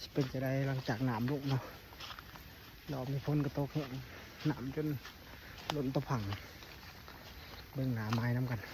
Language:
Lao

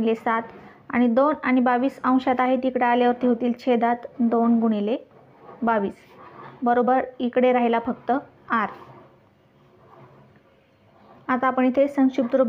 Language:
Marathi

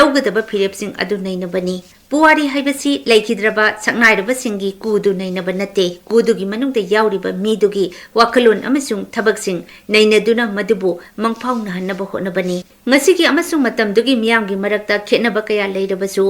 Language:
Manipuri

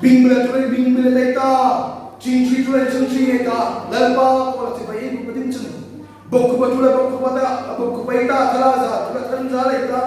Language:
Hmar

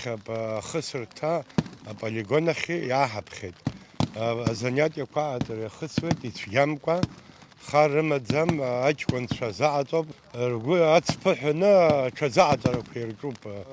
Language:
Abkhazian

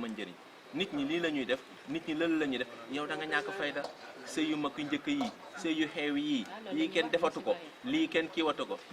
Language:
Wolof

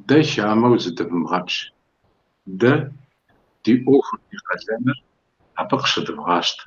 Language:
Kabardian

